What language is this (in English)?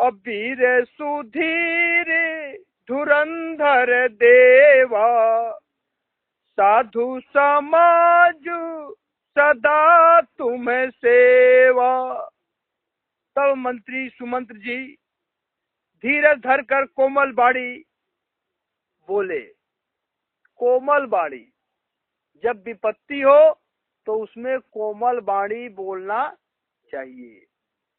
Hindi